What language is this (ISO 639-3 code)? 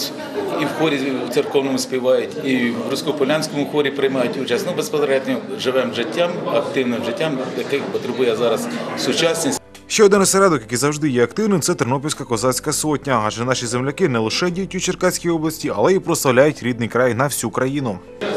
ukr